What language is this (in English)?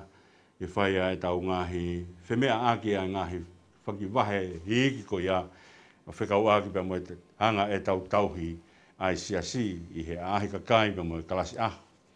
Tongan